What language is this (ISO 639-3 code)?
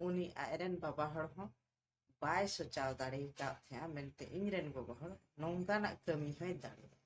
sat